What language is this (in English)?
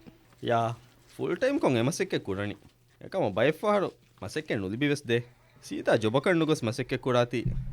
Divehi